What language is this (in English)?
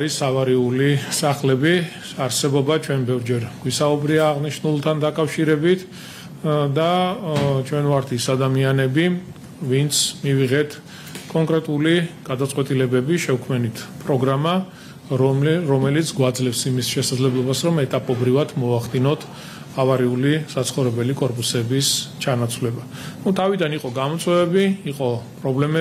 Georgian